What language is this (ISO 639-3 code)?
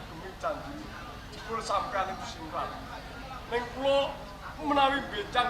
jav